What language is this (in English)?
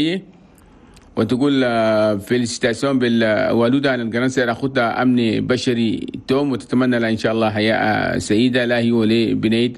Chadian Arabic